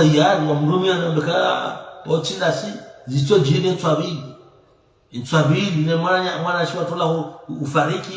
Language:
Ngazidja Comorian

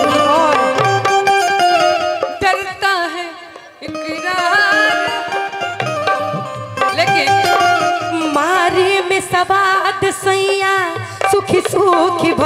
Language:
Bhojpuri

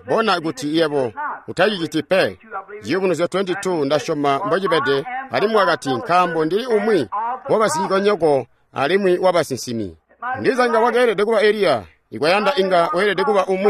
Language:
Tonga (Zambia)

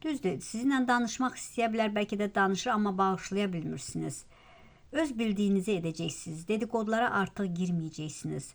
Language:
Azerbaijani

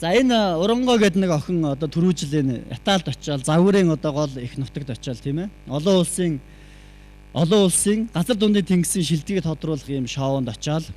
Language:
Mongolian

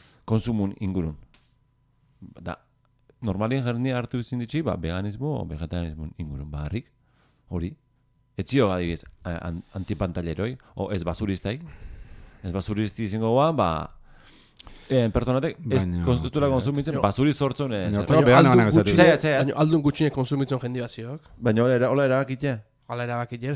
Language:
Basque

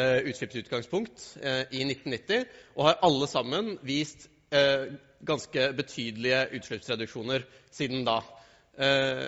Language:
Norwegian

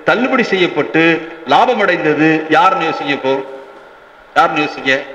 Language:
Tamil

